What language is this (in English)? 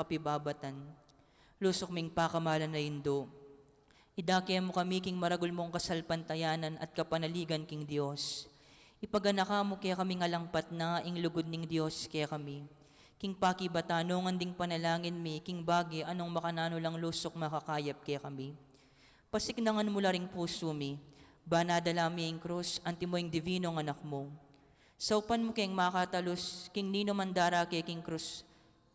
Pampanga